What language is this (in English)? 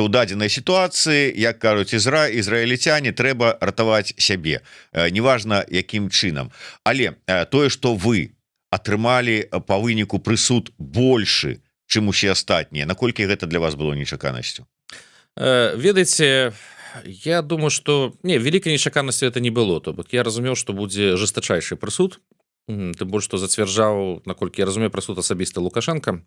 Belarusian